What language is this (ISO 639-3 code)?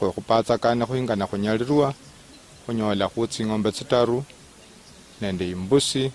luy